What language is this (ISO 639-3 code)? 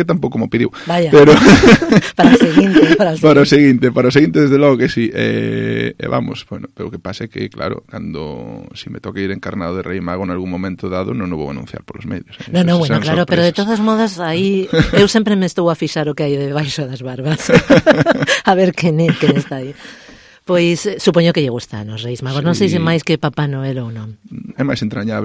glg